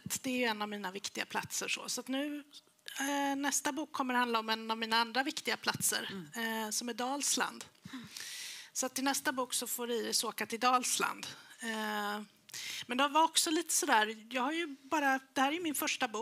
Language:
Swedish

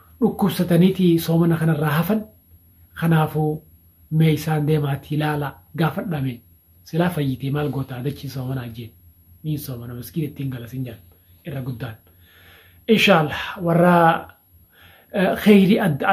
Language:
Oromo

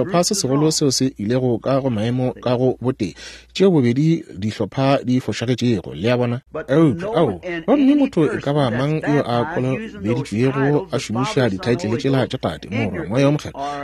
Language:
Northern Sotho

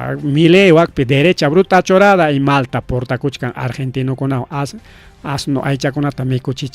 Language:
Ayacucho Quechua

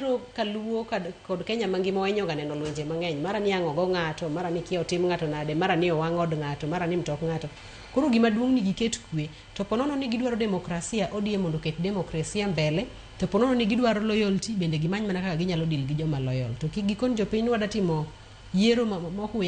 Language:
Luo (Kenya and Tanzania)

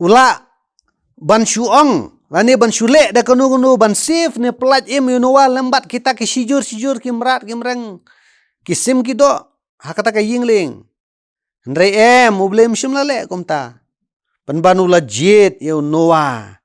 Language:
Khasi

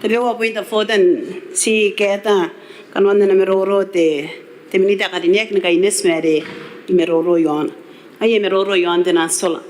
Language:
Gilbertese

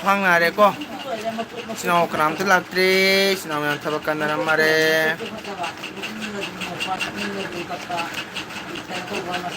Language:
Manipuri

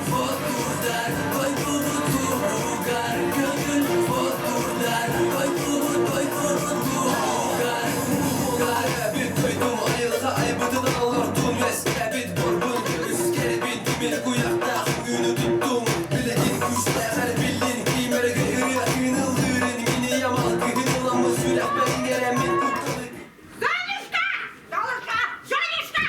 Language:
Yakut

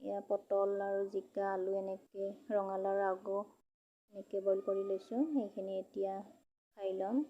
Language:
Assamese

